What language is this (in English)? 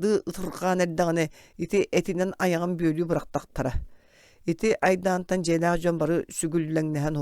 Yakut